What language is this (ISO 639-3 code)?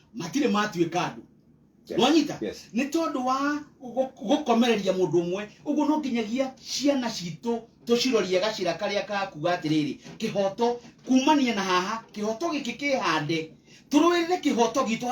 kik